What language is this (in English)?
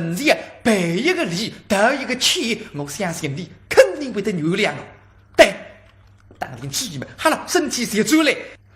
Wu Chinese